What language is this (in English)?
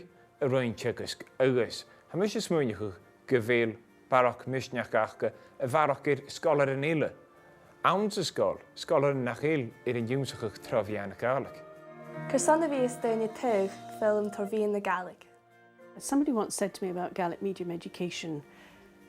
Scottish Gaelic